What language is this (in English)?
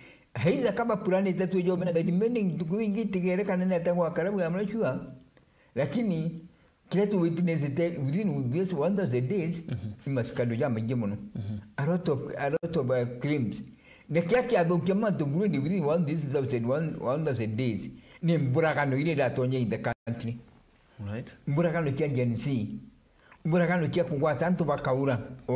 Meru